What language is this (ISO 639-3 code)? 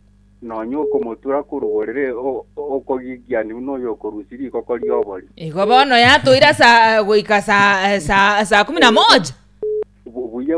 guz